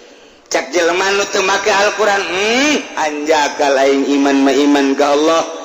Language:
Sundanese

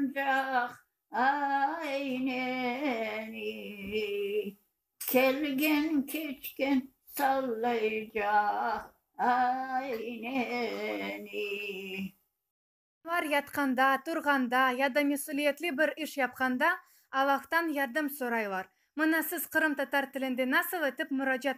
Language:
Crimean Tatar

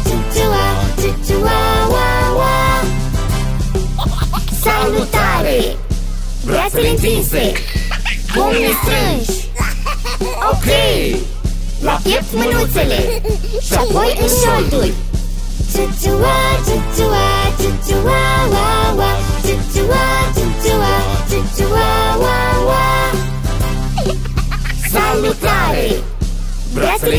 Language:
Romanian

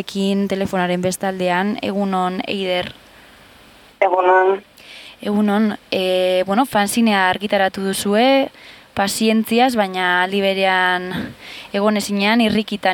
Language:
Basque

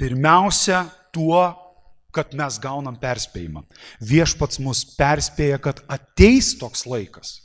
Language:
Lithuanian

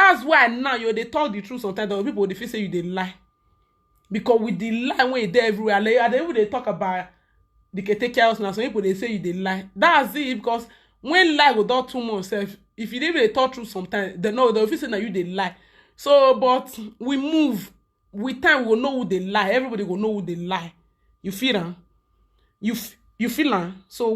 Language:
Nigerian Pidgin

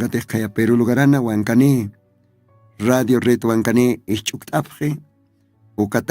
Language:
Aymara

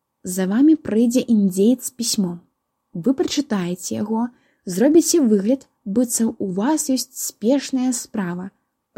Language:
Belarusian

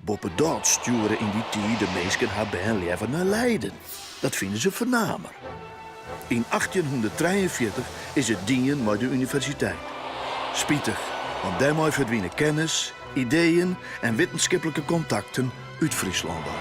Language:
Western Frisian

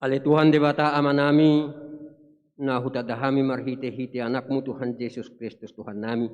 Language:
Batak Toba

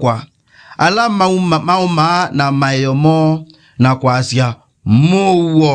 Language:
Kamba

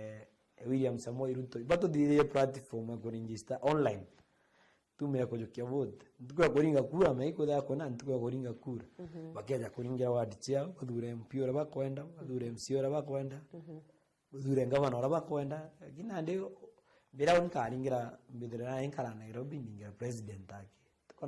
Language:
Meru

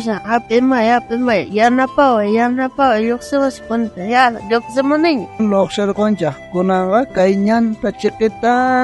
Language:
South Bolivian Quechua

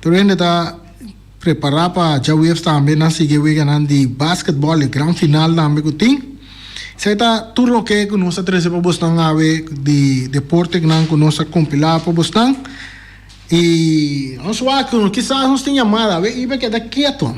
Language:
Papiamento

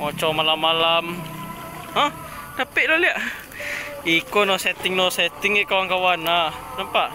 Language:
Minangkabau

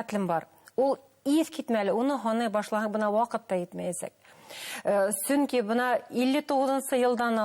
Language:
Bashkir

